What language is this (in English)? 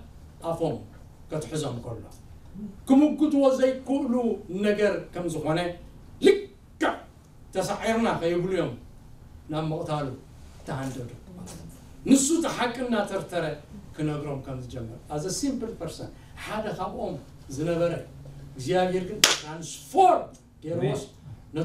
Tigrinya